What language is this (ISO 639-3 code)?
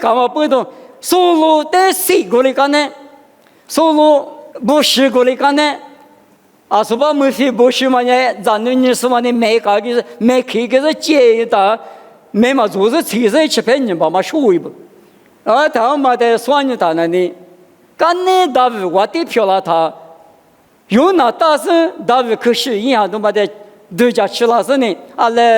lis